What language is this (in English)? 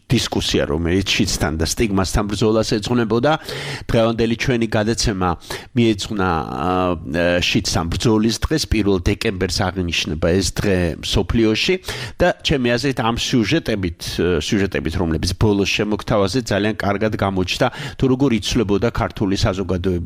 Georgian